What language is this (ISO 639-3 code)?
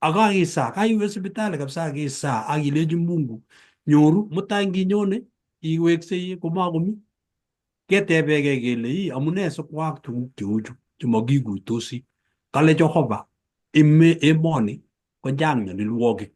kln